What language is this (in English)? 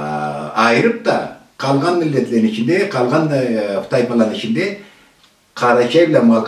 Karachay-Balkar